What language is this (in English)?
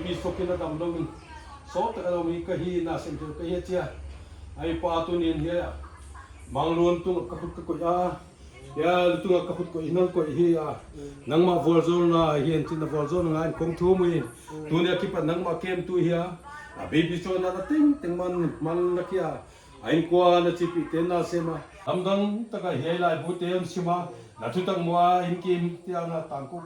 Paite Chin